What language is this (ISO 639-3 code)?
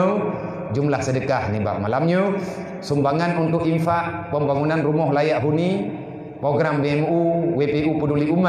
ace